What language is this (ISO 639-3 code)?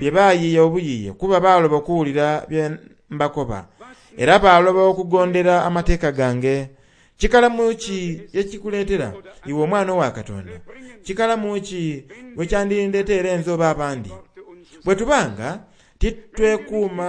xog